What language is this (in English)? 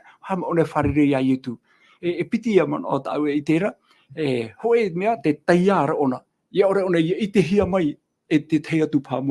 Tahitian